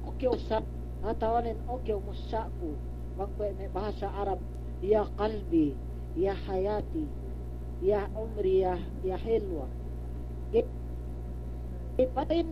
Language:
Yakan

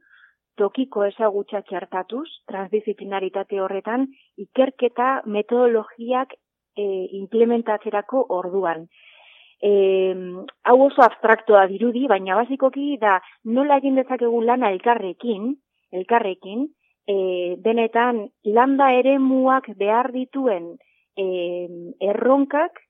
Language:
Basque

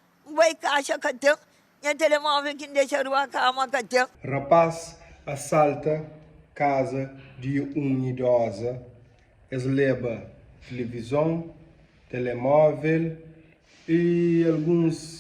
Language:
Kabuverdianu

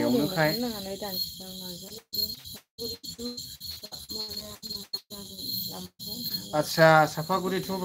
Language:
Bodo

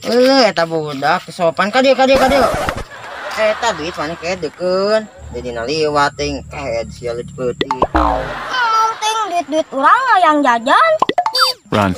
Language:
Sundanese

